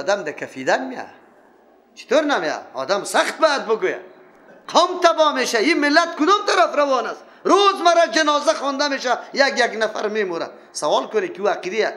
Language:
Persian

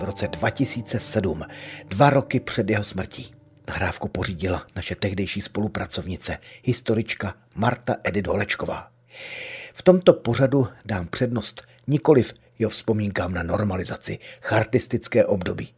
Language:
Czech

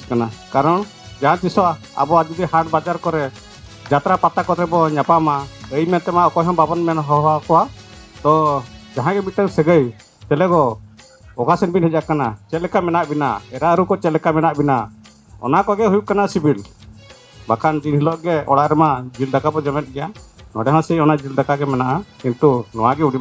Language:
Santali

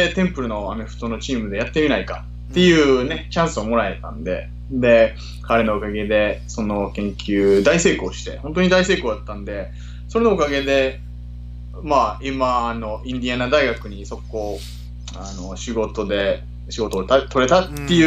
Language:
Japanese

